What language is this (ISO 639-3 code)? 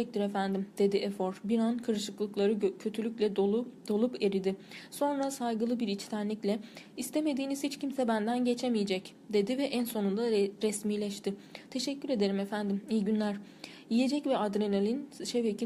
tur